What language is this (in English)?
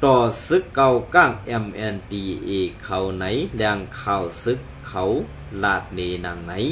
Shan